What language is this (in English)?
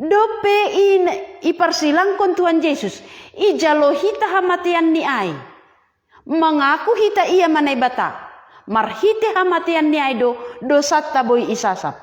Batak Simalungun